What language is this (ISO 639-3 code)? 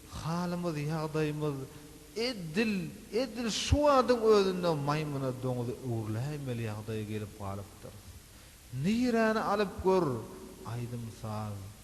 tuk